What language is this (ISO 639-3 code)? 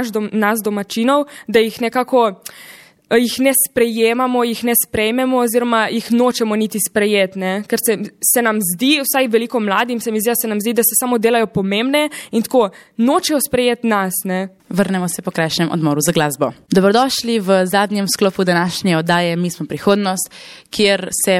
slv